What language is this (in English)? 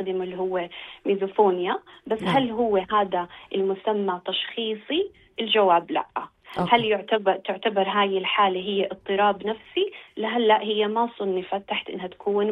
North Levantine Arabic